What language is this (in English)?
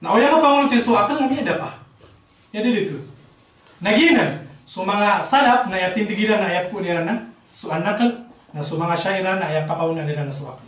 Maranao